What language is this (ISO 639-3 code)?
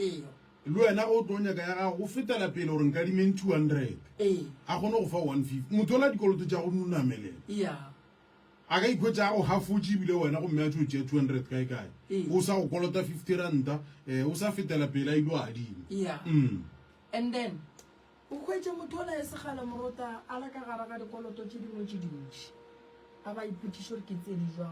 nso